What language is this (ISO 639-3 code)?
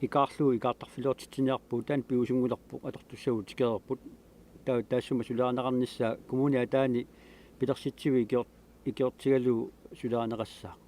kal